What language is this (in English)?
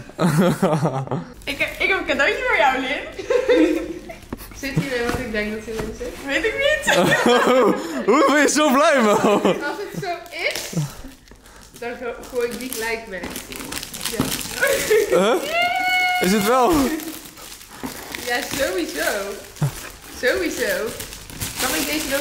Dutch